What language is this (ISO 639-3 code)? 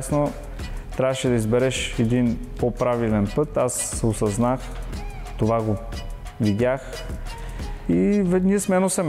bul